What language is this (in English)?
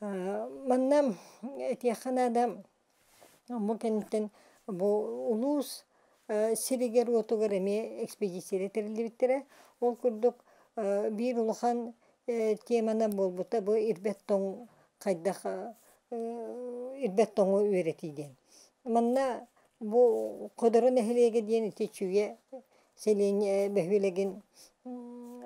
Yakut